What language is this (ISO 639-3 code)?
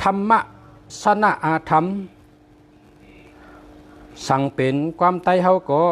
shn